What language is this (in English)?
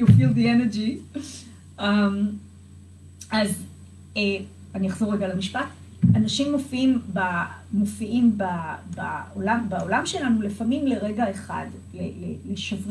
Hebrew